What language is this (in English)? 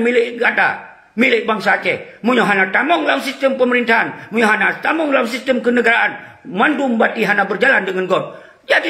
Achinese